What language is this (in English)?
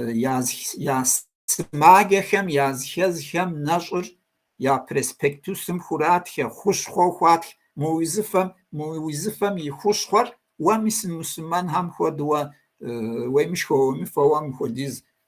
Kabardian